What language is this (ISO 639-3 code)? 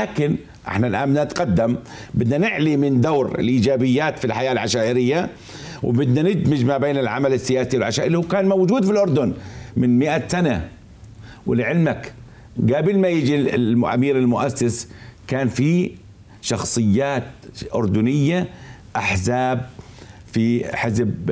ajp